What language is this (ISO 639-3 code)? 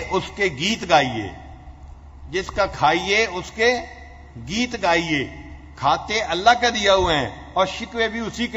urd